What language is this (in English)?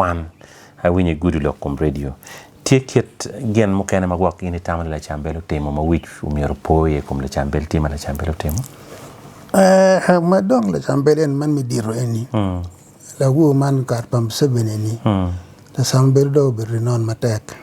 Acoli